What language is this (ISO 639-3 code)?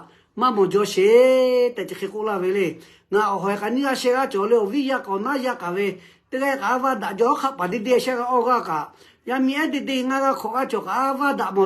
lhu